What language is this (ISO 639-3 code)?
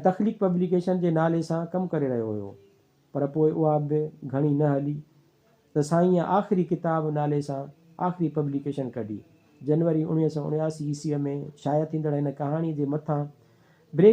snd